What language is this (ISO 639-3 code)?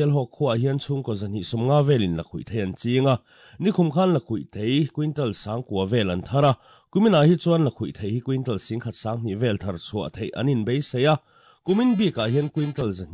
lus